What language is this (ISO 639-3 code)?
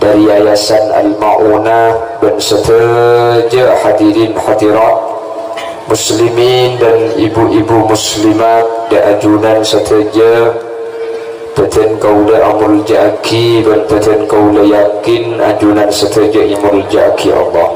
mad